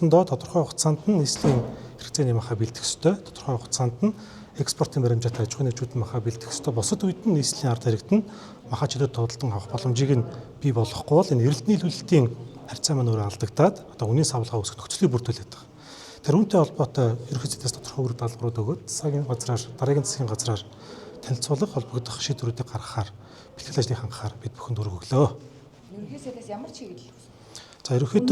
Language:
Mongolian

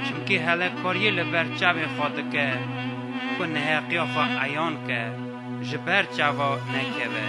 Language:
Kurdish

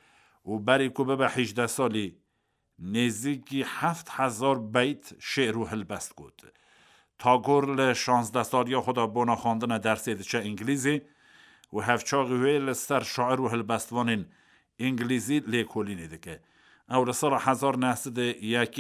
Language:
Kurdish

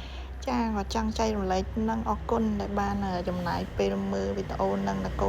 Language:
Khmer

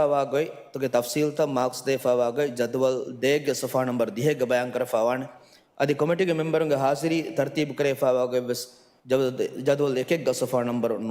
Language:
Divehi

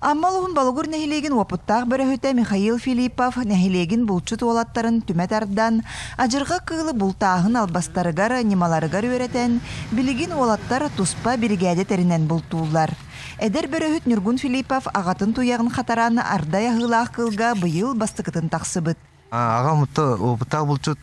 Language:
Yakut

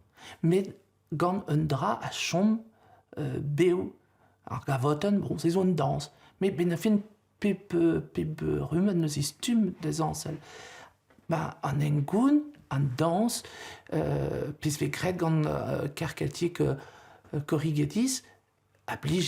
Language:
Breton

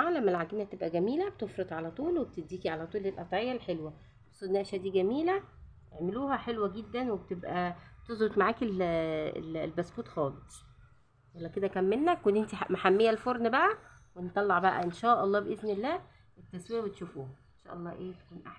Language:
Egyptian Arabic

